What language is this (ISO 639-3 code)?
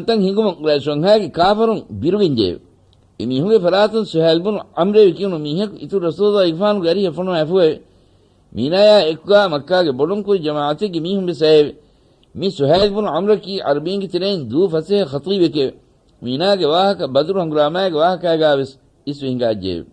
div